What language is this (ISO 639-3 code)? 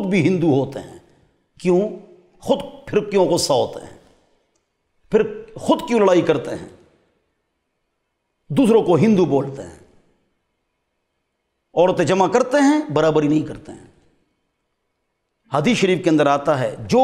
urd